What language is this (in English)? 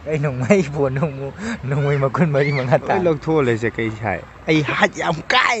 Manipuri